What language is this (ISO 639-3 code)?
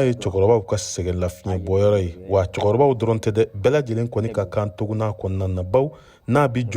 bam